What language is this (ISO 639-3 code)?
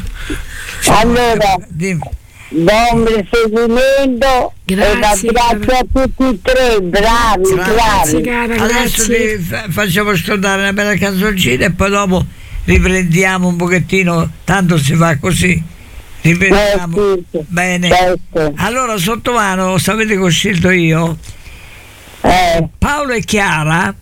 ita